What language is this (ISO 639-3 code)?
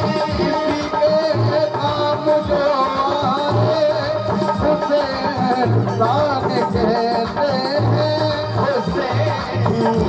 hin